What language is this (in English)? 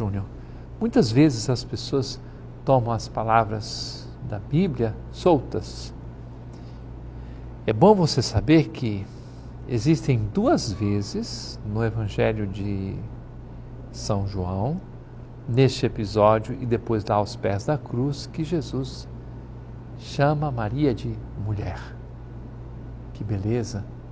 Portuguese